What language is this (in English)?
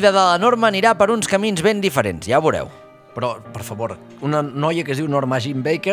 Catalan